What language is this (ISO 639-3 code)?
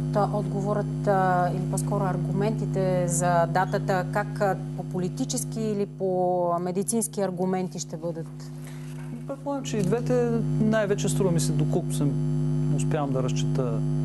bul